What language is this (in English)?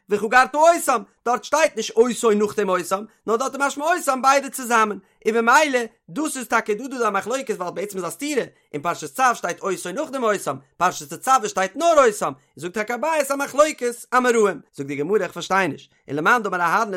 Yiddish